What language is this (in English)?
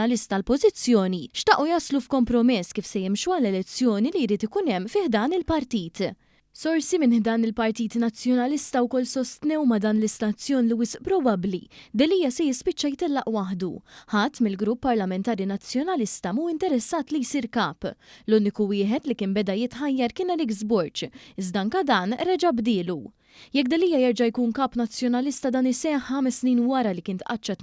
Maltese